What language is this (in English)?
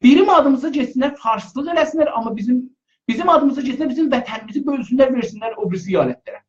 South Azerbaijani